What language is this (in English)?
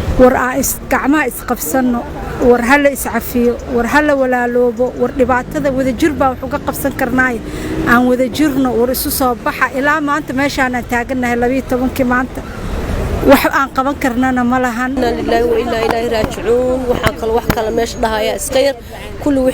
Somali